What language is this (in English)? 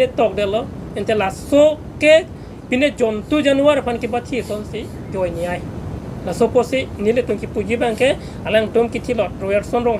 Karbi